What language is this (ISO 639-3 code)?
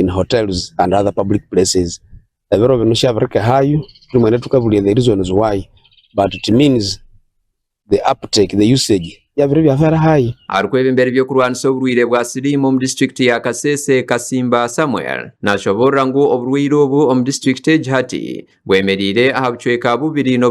nyn